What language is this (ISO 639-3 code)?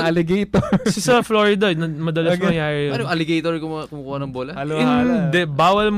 fil